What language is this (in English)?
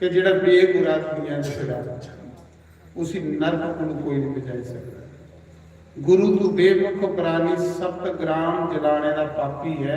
Dogri